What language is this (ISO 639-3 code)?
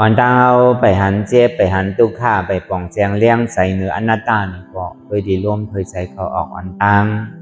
shn